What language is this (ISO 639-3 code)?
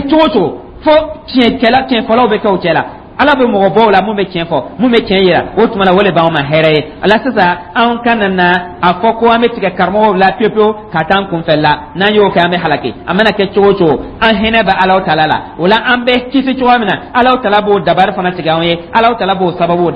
dyu